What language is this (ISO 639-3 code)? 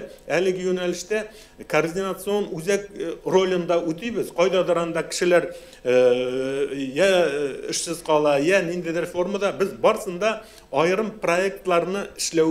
tat